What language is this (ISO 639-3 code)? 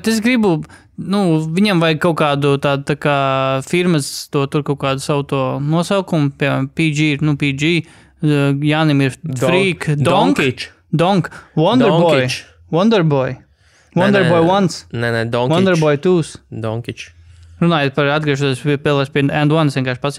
lav